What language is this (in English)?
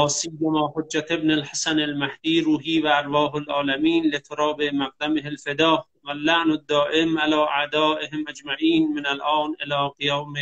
Persian